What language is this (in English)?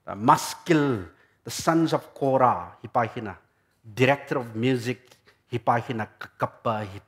Tangkhul Naga (India)